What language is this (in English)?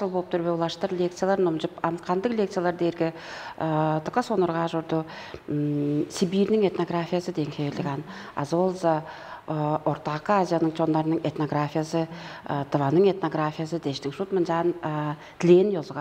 Tuvinian